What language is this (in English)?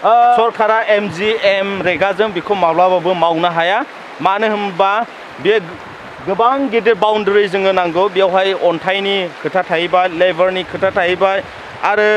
Bodo